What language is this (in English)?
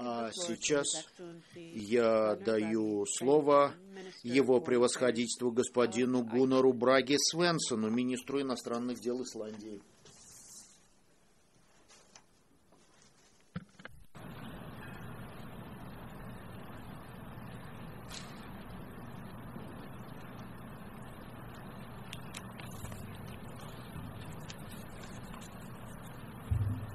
Russian